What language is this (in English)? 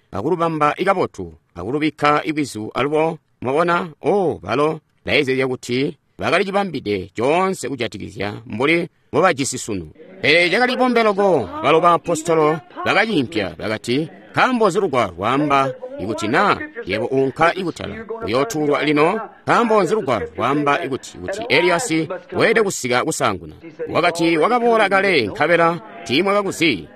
Tonga (Zambia)